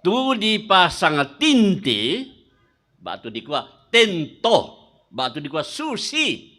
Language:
Toraja-Sa'dan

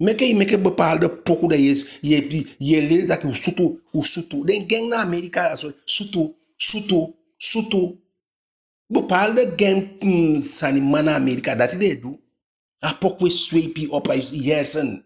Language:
Eastern Maroon Creole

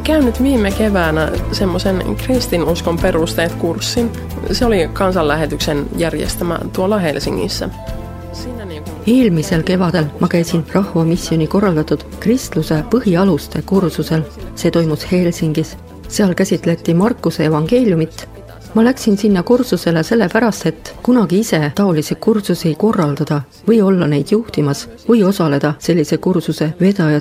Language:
Estonian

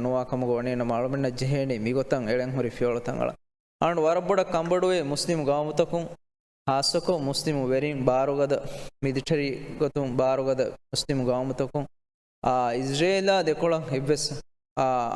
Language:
Divehi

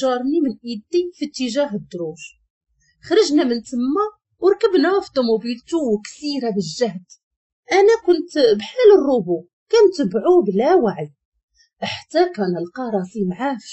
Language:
Moroccan Arabic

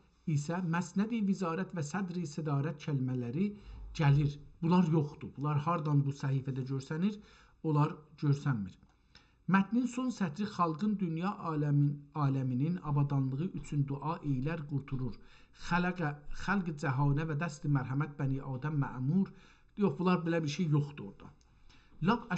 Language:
South Azerbaijani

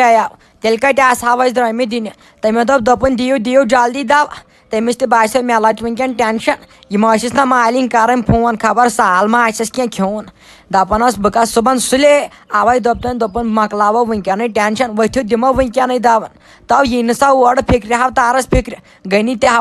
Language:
Kashmiri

